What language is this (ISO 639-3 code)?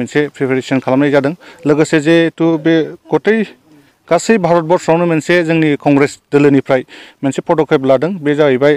brx